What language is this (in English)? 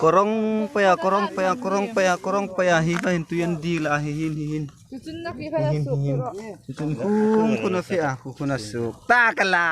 Hmar